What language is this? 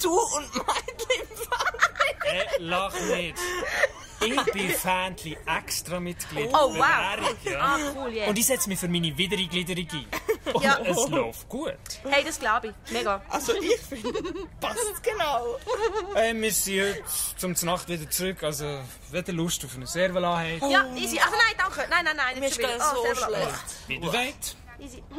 Swiss German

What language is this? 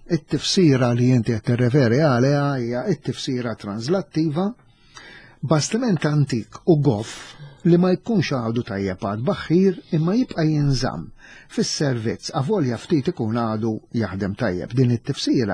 Maltese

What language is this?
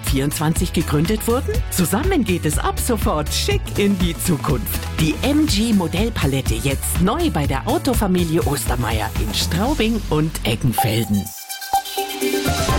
German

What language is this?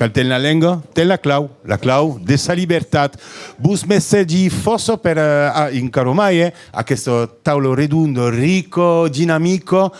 Occitan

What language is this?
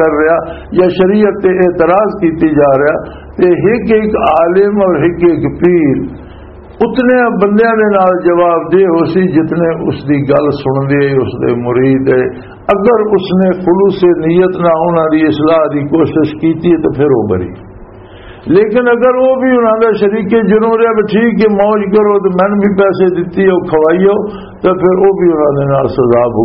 Western Panjabi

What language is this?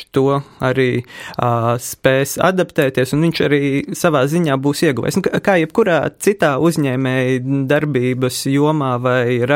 Latvian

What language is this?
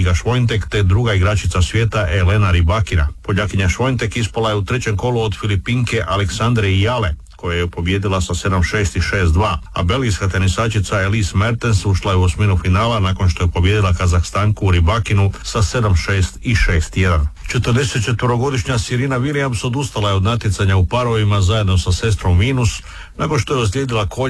Croatian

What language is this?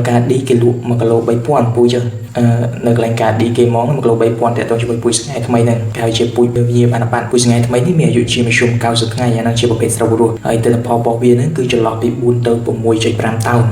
Khmer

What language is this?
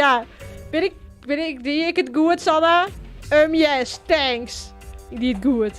Western Frisian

